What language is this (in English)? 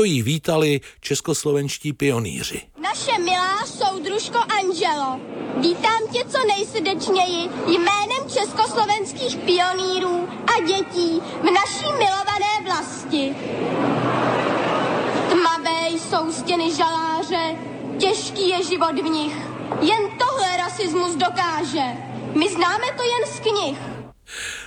Czech